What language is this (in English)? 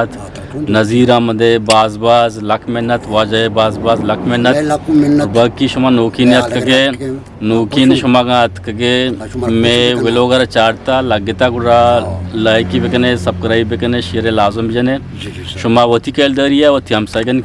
Eastern Balochi